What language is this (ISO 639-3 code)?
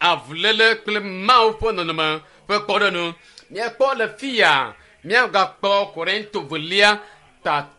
ewe